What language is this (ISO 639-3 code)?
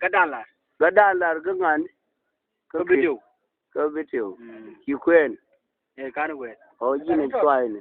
nus